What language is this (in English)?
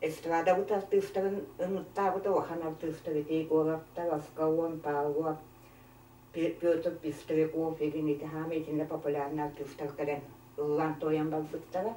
Yakut